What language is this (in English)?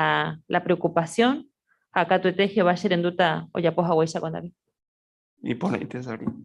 Guarani